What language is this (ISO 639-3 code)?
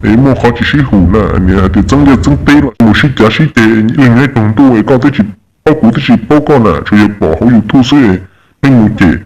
hmn